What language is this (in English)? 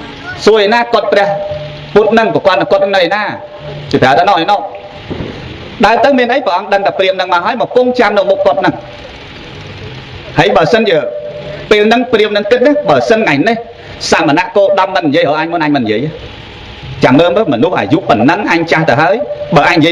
Khmer